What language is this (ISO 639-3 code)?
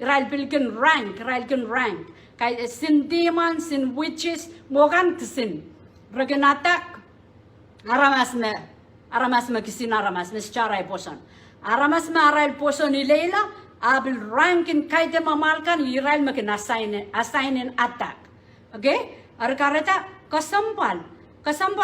pon